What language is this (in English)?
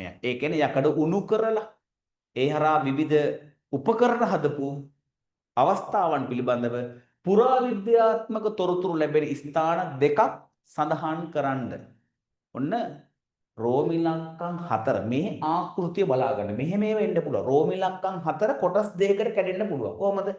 Sinhala